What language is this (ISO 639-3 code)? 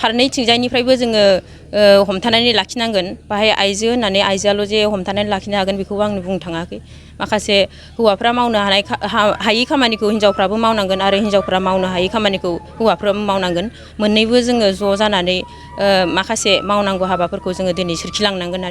brx